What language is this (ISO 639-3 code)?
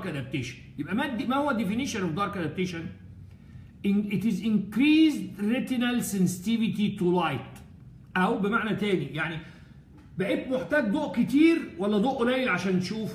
arz